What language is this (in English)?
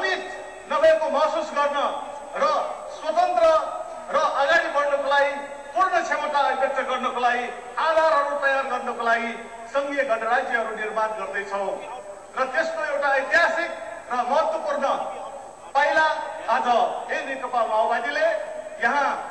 Nepali